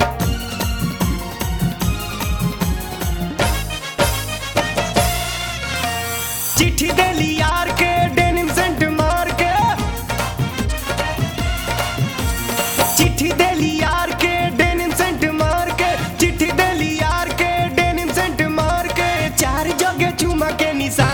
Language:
Bhojpuri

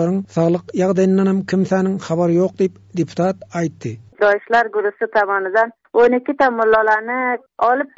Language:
Turkmen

